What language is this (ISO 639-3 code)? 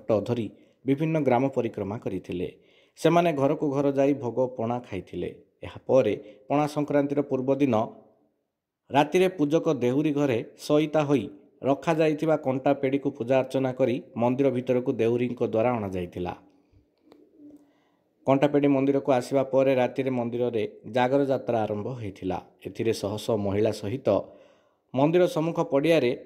ori